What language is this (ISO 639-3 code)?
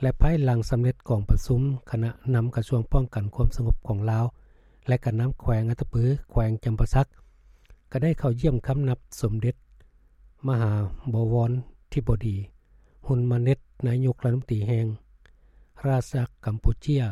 lao